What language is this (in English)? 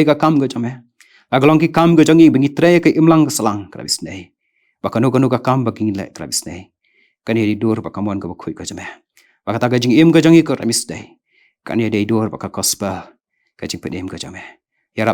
Khasi